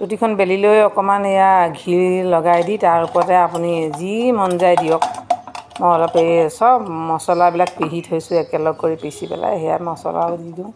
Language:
Assamese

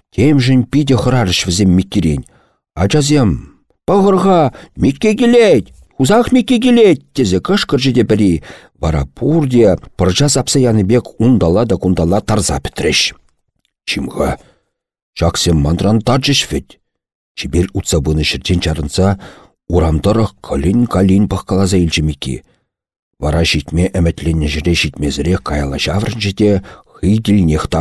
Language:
Chuvash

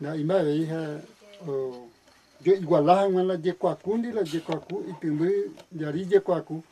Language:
Guarani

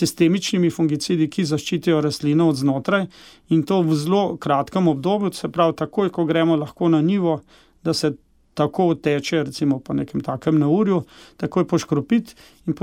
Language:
Slovenian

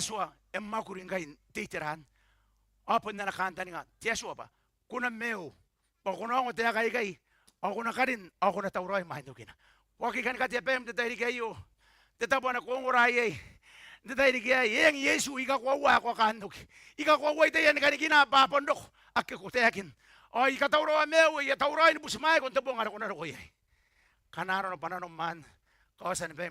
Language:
Gilbertese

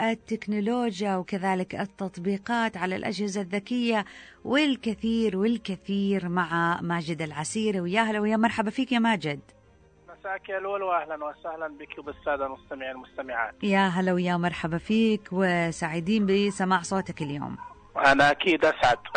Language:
Najdi Arabic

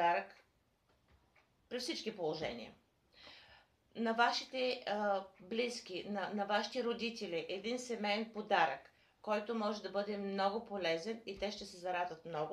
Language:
Bulgarian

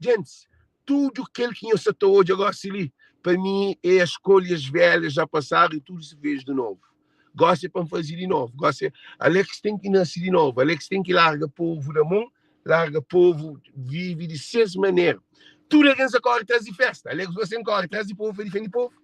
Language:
Kabuverdianu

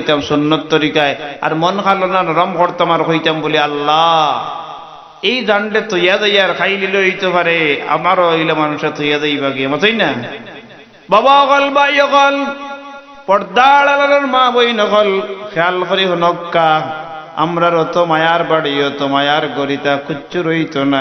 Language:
Sylheti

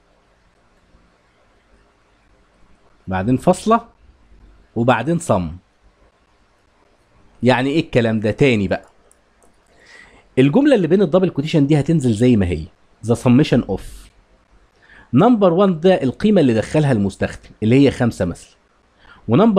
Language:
Egyptian Arabic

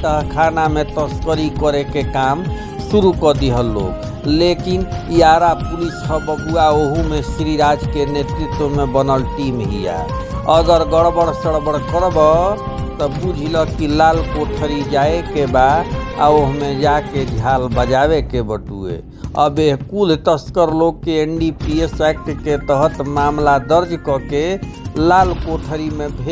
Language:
Bhojpuri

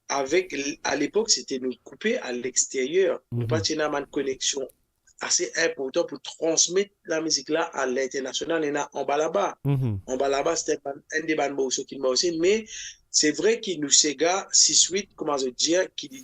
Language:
Morisyen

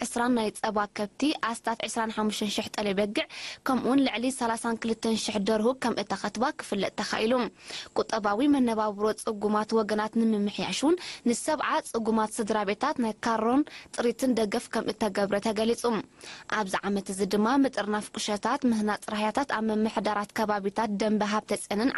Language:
Tigrinya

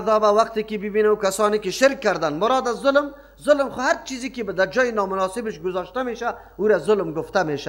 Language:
Persian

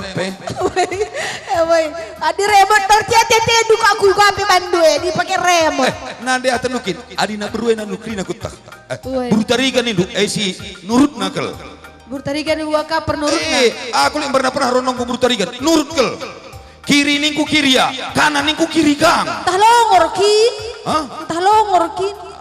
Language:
Batak Karo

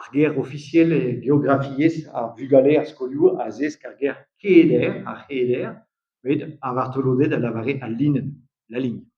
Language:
Breton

